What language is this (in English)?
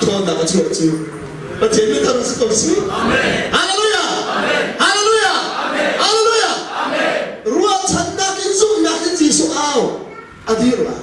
Hakha Chin